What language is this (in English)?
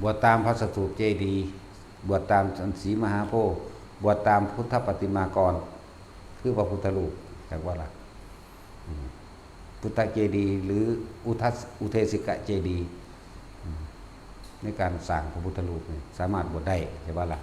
Northeastern Thai